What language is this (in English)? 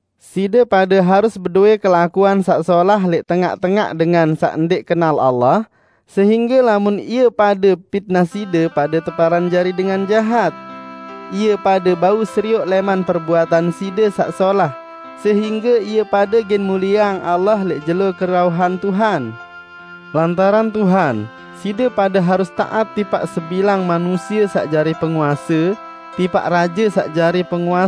Sasak